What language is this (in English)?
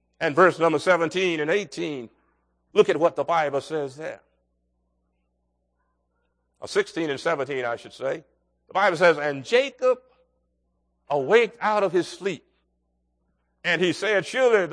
English